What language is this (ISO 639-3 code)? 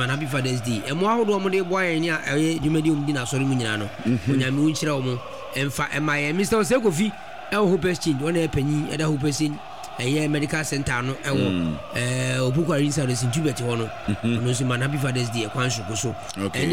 aka